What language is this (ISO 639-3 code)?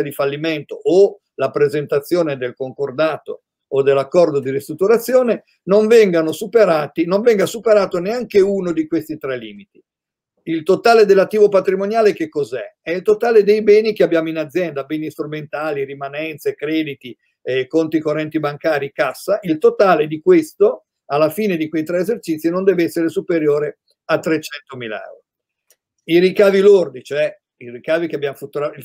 ita